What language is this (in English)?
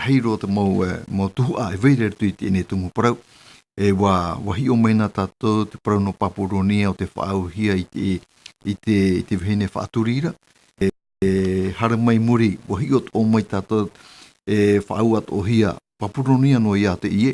Tahitian